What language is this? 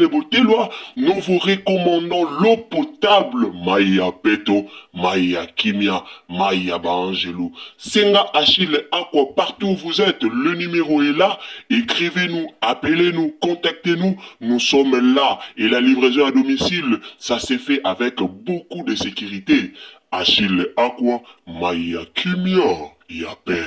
Lingala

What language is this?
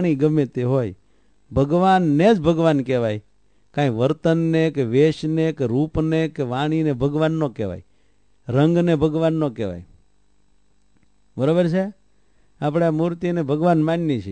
Gujarati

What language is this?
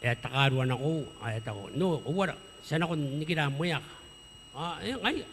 Gilbertese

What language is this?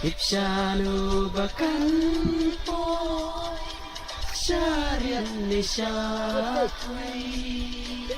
Khasi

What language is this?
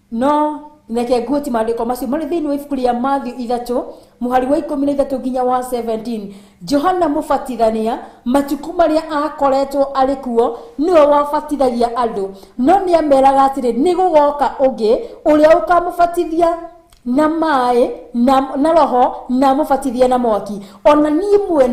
Kikuyu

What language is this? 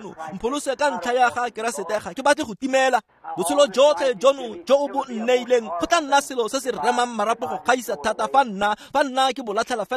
Tswana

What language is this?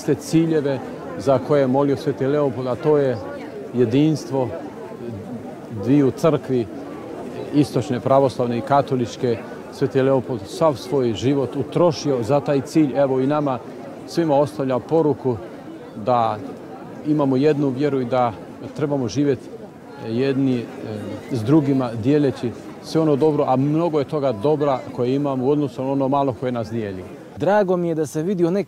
Croatian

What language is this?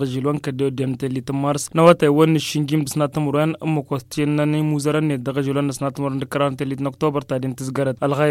Tamasheq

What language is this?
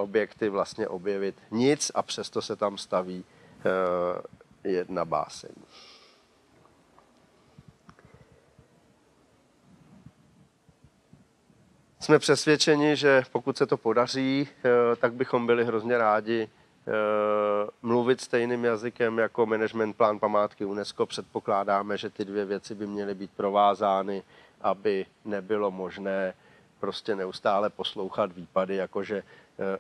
Czech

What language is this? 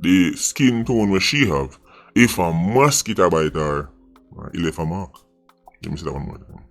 Jamaican Creole English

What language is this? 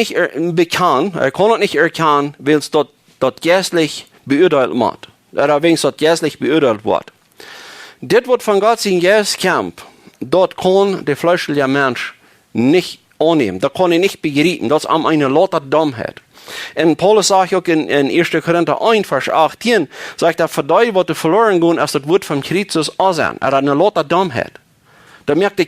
Plautdietsch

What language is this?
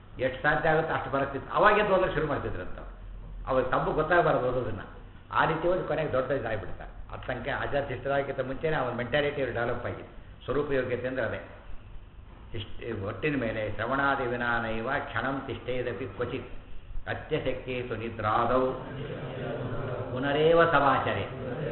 Kannada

